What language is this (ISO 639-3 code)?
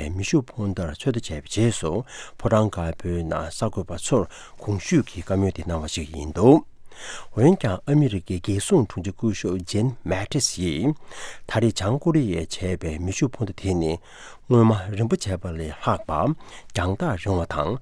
bod